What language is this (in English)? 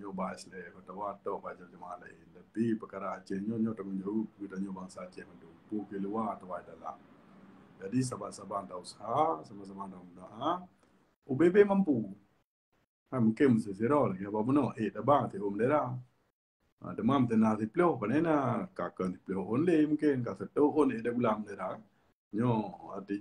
Achinese